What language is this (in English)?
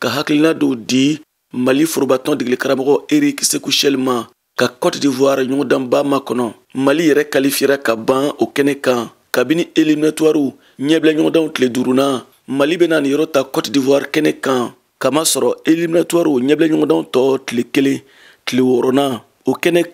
Bambara